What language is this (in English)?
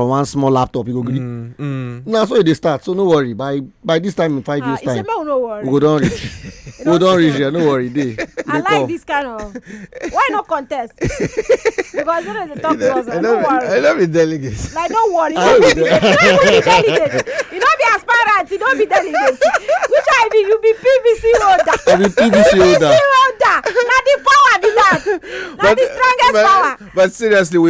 Nigerian Pidgin